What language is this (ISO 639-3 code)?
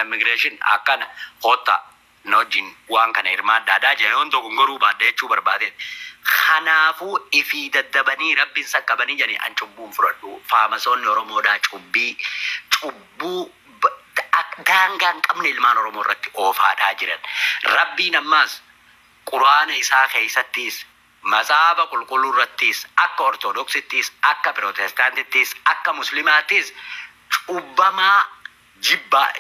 orm